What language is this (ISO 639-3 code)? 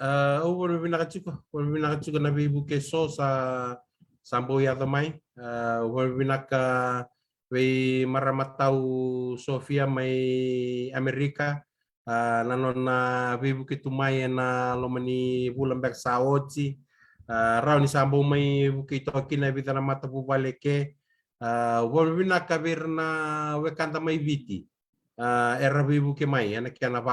fij